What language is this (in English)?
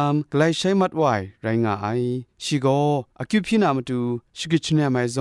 Kachin